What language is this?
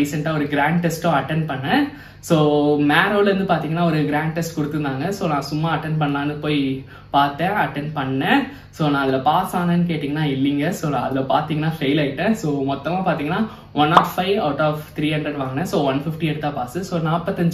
Tamil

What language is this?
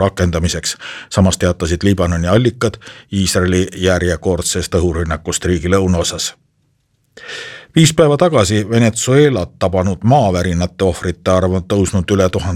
Estonian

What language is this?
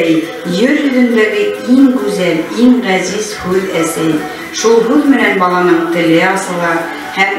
Bashkir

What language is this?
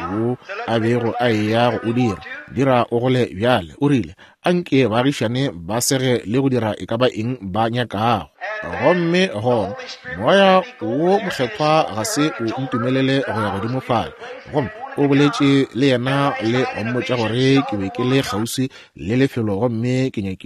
Northern Sotho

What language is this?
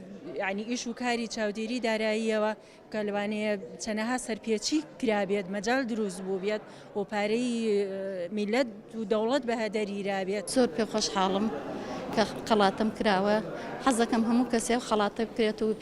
Central Kurdish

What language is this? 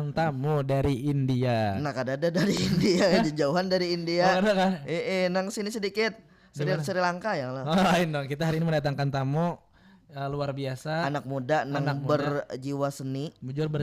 Banjar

